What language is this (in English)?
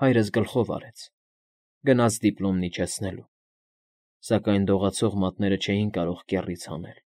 Armenian